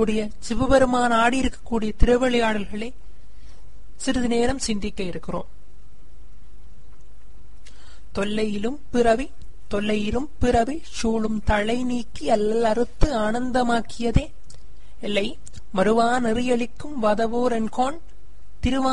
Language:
Tamil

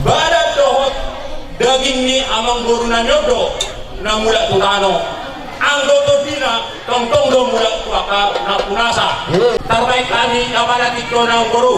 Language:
Batak Toba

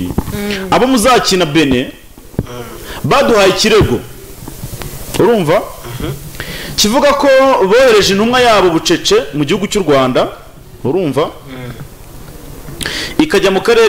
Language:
Kinyarwanda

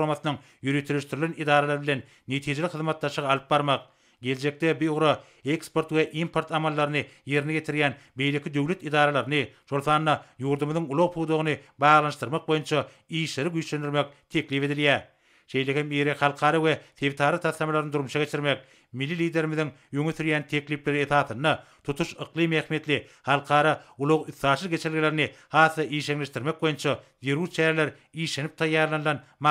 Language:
Turkmen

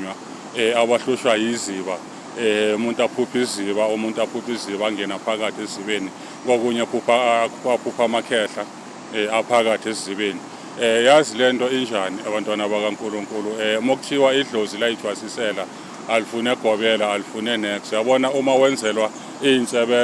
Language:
Zulu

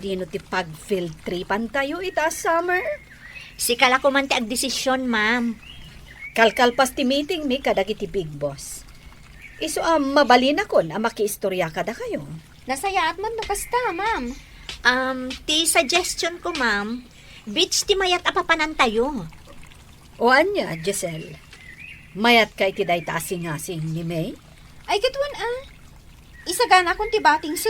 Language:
Iloko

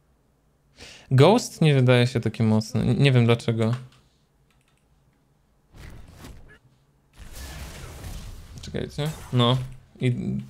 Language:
Polish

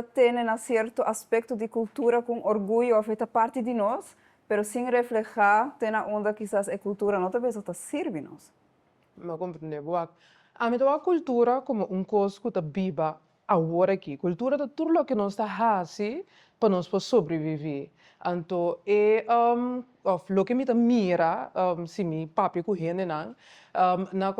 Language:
Papiamento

